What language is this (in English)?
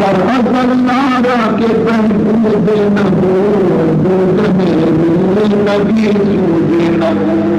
Baluchi